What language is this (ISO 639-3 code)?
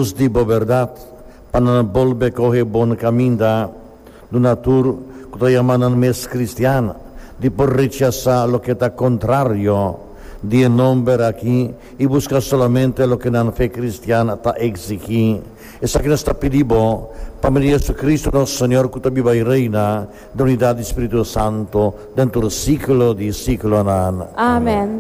pap